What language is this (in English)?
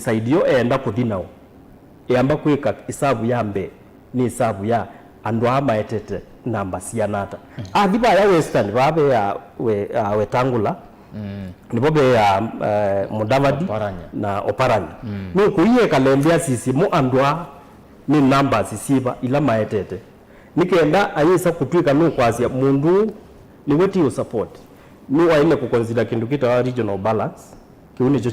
Kamba